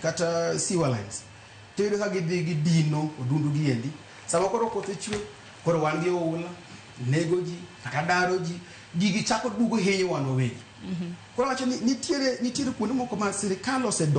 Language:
Luo (Kenya and Tanzania)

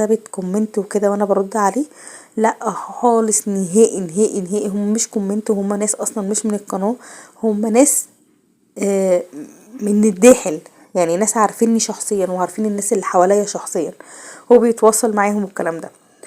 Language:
Egyptian Arabic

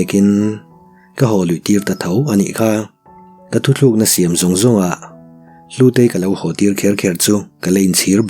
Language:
Mizo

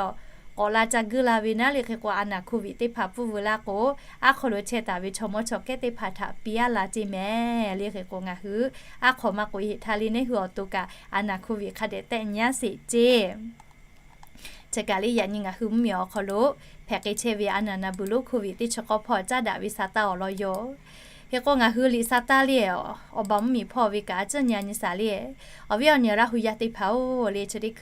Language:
Lahu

